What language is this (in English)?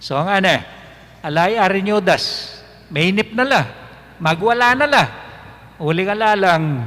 Pampanga